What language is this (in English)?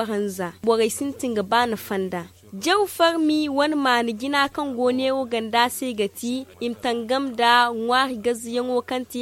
Zarma